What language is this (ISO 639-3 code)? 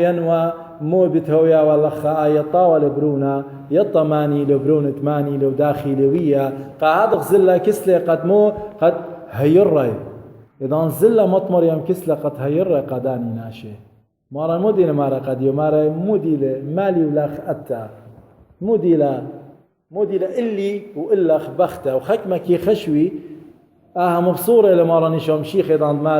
aii